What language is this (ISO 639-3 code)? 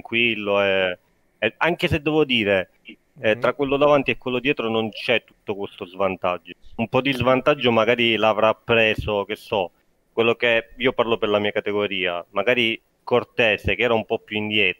ita